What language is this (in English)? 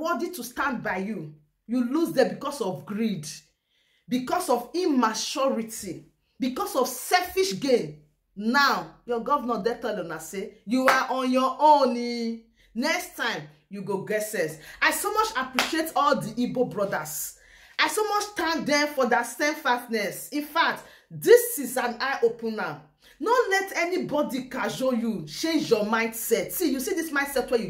Nigerian Pidgin